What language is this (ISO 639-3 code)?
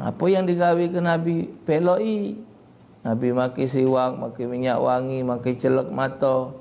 mui